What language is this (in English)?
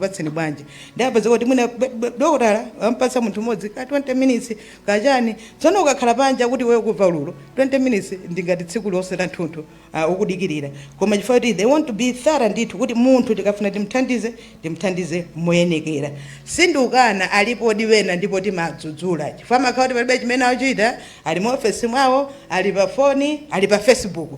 Nyanja